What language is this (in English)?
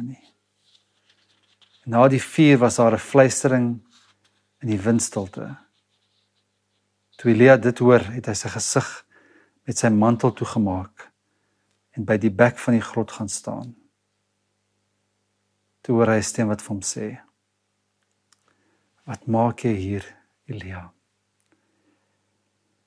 Afrikaans